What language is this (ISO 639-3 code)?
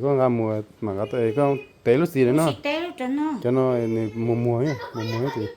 hmn